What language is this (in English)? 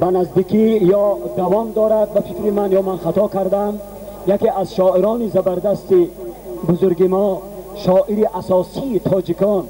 Tajik